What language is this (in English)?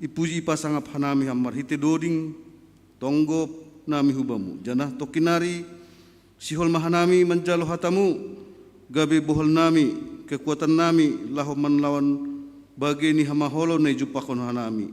Batak Simalungun